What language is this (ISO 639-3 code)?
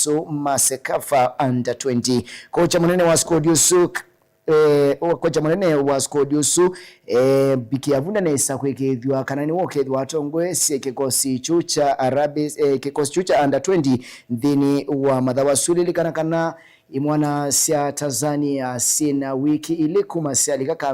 kam